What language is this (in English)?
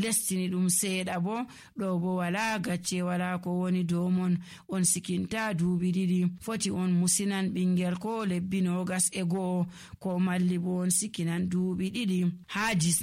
Nigerian Fulfulde